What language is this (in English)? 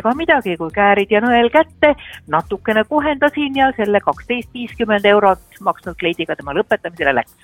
Estonian